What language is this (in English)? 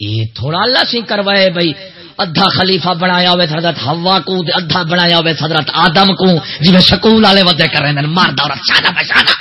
Saraiki